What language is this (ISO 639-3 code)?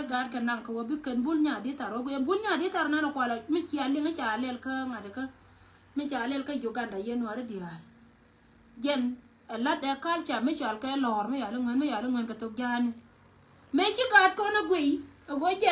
nus